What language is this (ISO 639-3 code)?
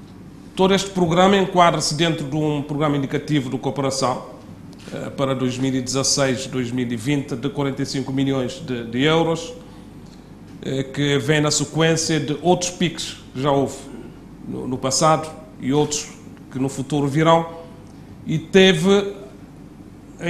por